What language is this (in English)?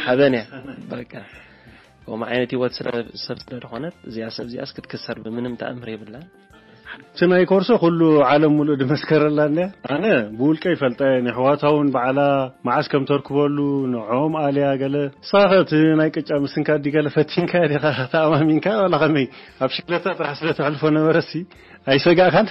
Tigrinya